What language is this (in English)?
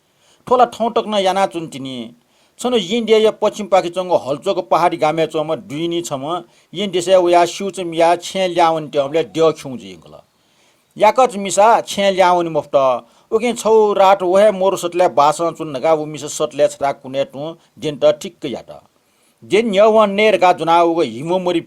Newari